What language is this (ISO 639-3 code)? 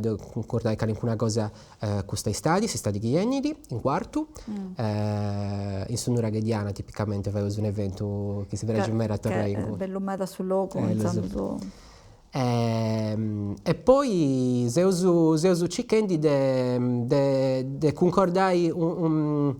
srd